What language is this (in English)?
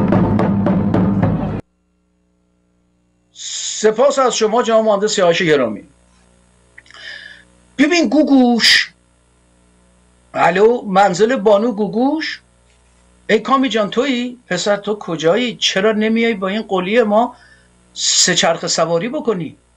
Persian